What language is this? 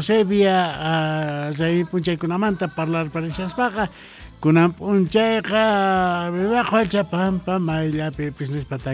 South Bolivian Quechua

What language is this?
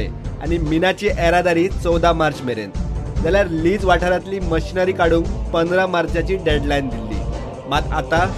Konkani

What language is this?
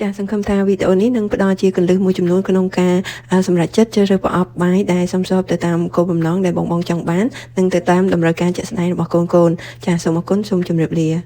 Khmer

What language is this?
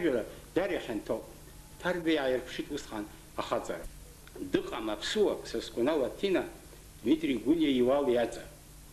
Abkhazian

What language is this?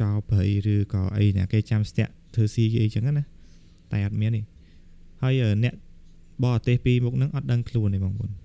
Khmer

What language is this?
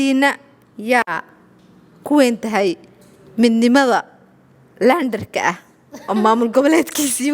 Somali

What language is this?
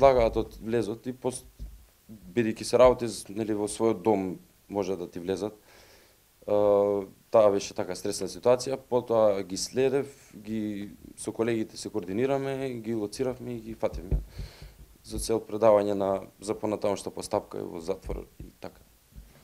Macedonian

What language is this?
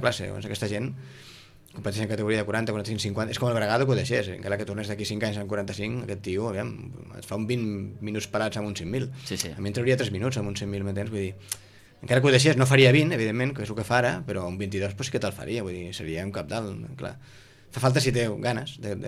Catalan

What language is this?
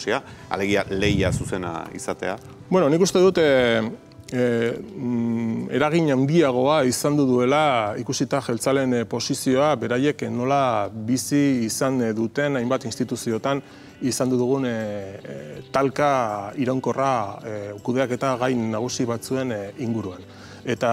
Basque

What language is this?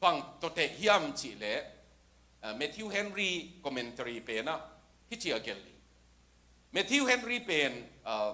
Tedim Chin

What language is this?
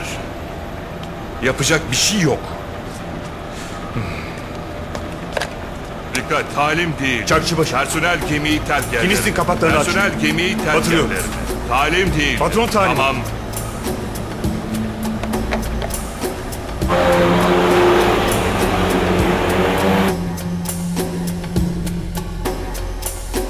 Turkish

